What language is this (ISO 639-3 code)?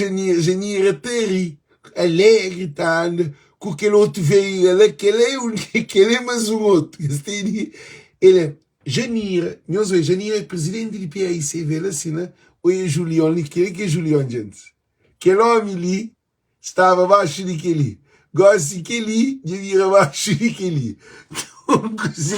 kea